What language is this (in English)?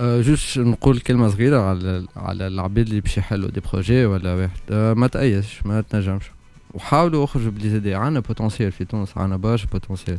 Tunisian Arabic